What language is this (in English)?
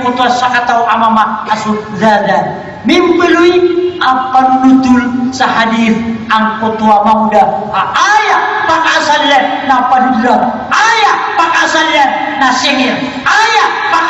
Maranao